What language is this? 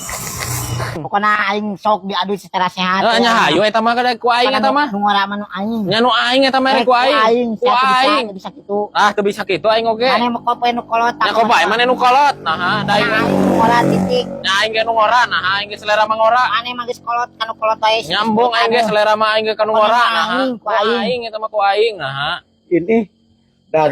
Sundanese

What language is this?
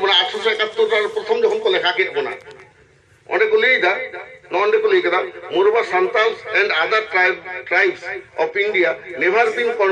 Santali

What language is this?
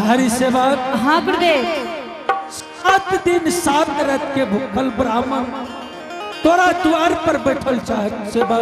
Angika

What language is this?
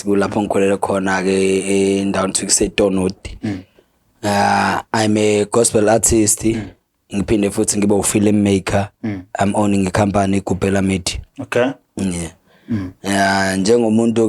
Zulu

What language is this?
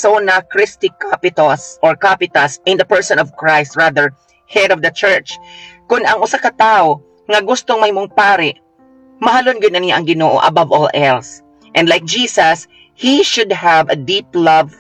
Cebuano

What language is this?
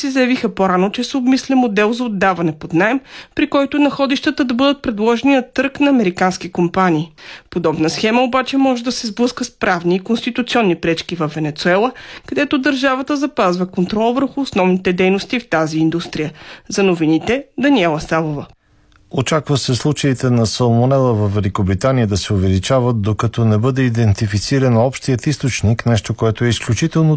Bulgarian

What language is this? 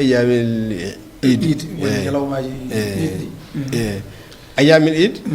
Fula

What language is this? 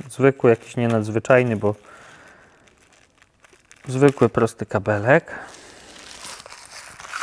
Polish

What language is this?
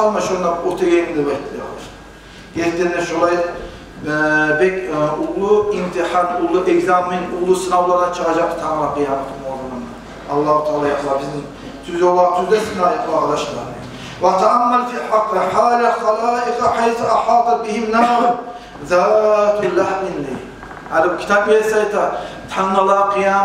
Kumyk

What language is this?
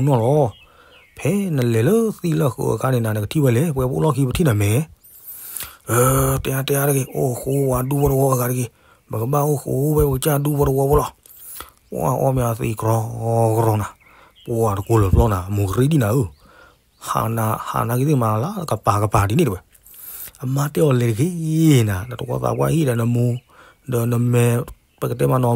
S'gaw Karen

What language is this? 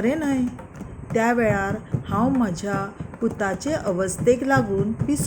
Konkani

